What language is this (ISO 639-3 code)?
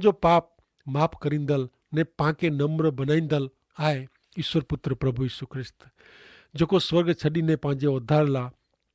kfr